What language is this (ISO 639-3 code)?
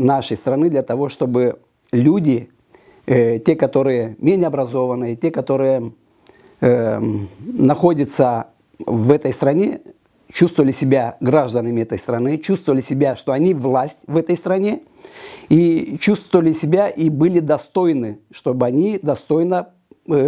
rus